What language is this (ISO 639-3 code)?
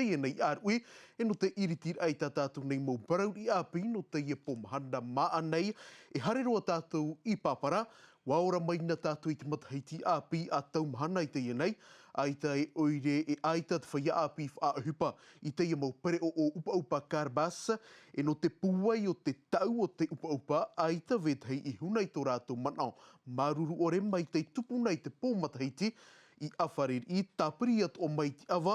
tah